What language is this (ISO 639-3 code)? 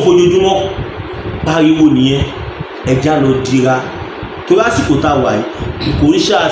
yor